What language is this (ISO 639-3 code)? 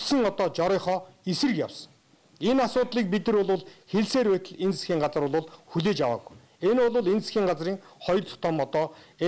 mon